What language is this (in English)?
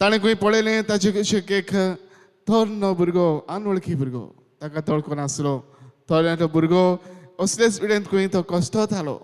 Konkani